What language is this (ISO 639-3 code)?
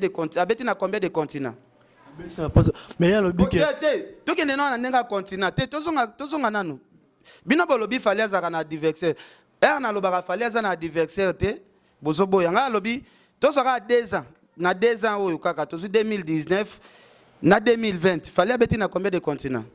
lin